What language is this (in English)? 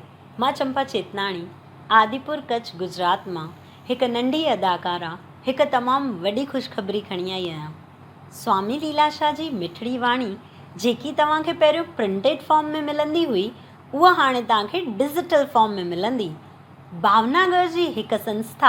Sindhi